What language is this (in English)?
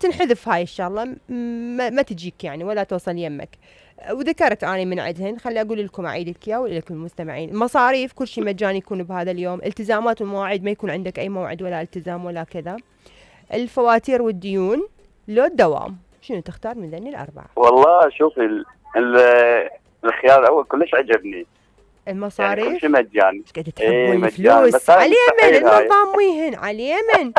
Mesopotamian Arabic